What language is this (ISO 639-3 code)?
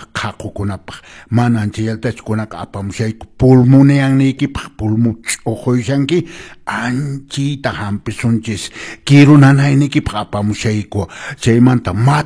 que